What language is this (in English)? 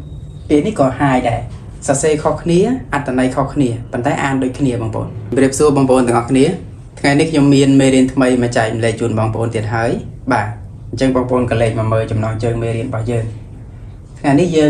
Khmer